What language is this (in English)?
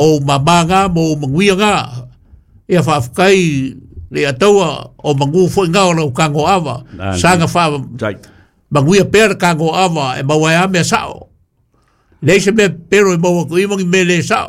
Samoan